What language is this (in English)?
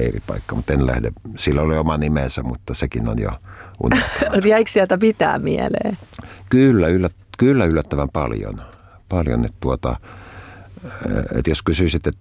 Finnish